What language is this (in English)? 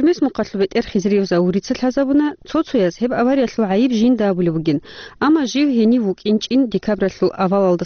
Avaric